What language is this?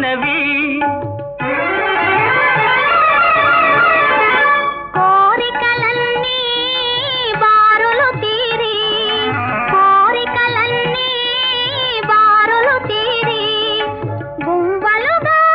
Telugu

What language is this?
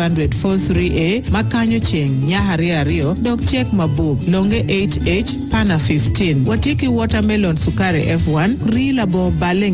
Acoli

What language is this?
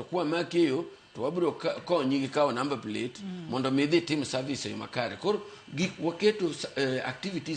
Luo (Kenya and Tanzania)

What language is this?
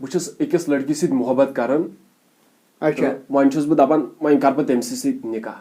Kashmiri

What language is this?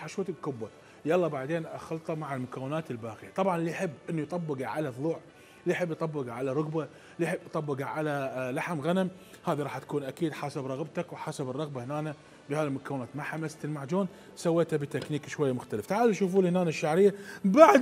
Mesopotamian Arabic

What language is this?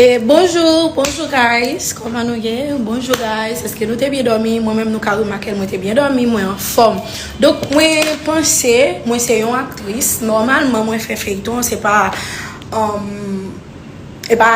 Haitian Creole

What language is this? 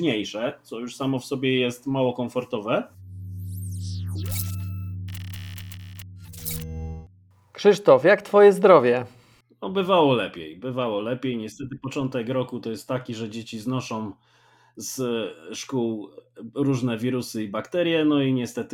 Polish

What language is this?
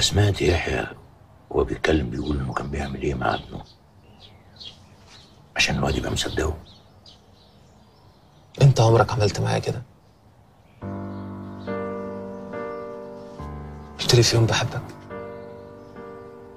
Egyptian Arabic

